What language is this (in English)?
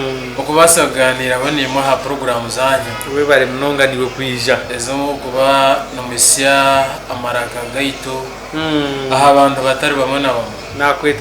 Nyankole